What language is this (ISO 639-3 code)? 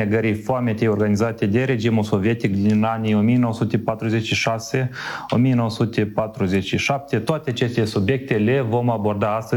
ron